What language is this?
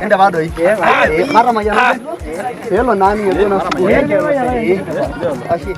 Masai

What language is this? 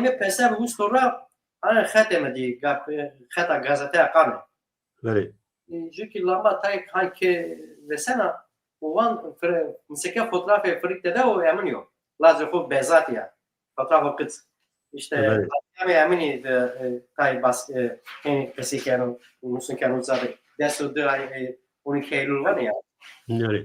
Zaza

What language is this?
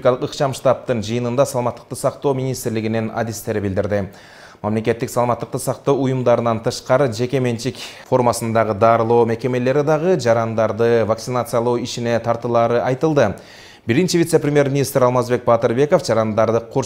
Kyrgyz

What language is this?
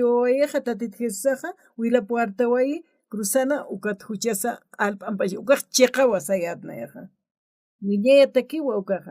Aymara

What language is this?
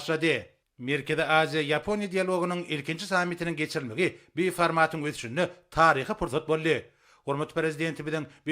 Turkmen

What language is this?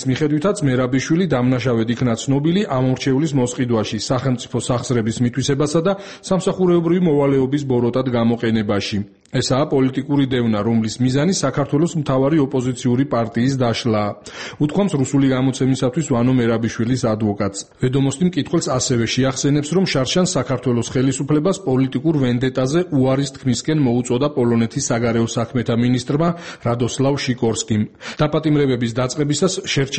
Georgian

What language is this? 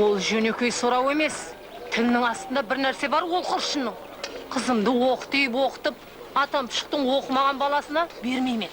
Kara-Kalpak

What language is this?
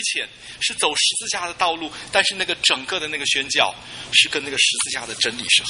Chinese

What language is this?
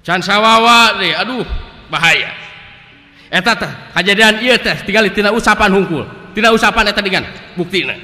Sundanese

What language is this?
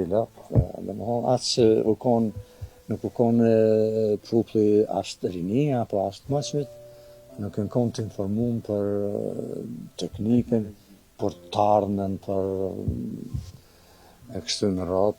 Albanian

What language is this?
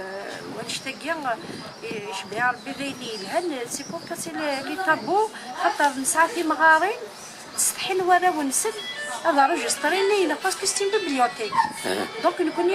Kabyle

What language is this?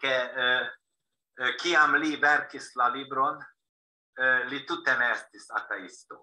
Esperanto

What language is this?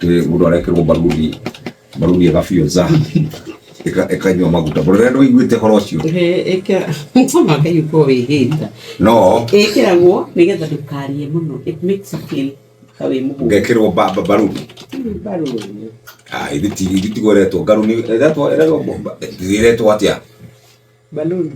Kikuyu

